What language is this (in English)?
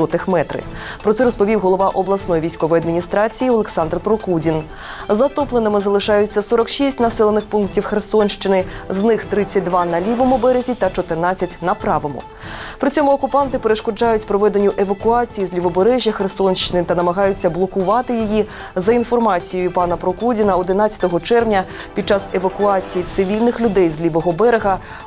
Ukrainian